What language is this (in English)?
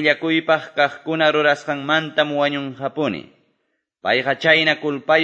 Quechua